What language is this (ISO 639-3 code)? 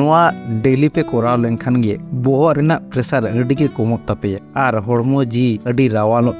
sat